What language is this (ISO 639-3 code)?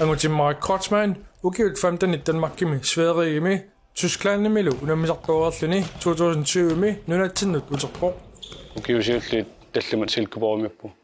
kal